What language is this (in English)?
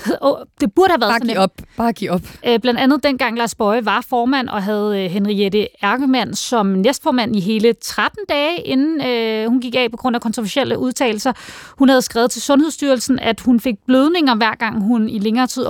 Danish